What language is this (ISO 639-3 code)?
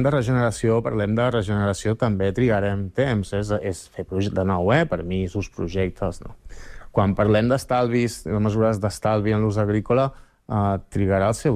cat